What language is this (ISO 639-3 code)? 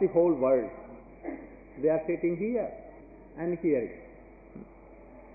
hin